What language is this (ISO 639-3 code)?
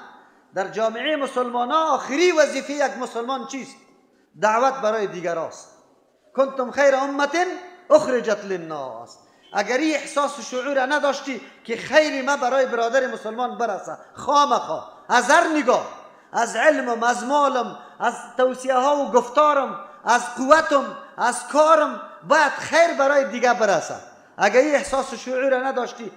fas